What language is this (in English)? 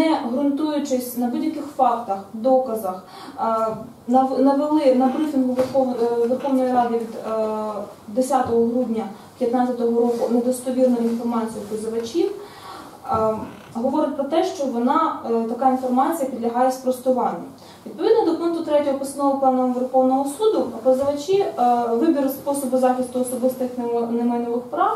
Ukrainian